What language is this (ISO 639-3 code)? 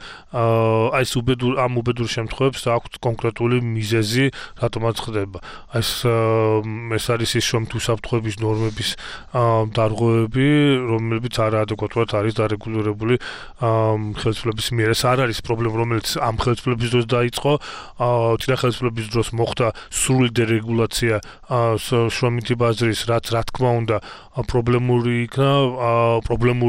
kat